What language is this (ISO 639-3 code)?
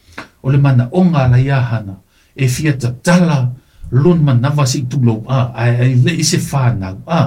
smo